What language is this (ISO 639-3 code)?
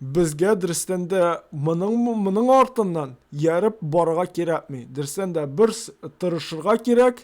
tat